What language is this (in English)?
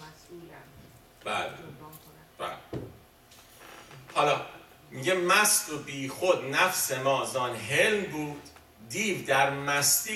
Persian